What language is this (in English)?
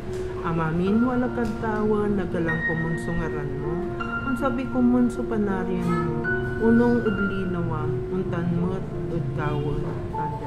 Pangasinan